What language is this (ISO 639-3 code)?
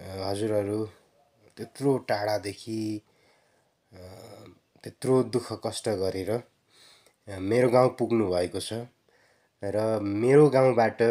nep